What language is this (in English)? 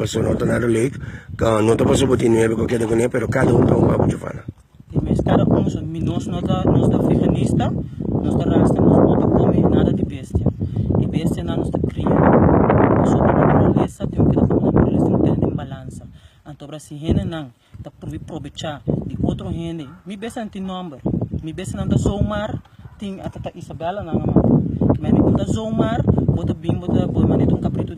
Papiamento